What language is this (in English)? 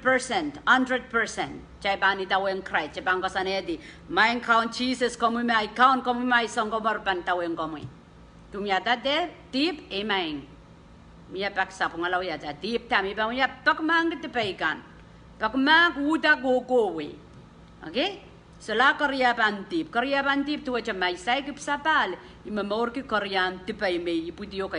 Pohnpeian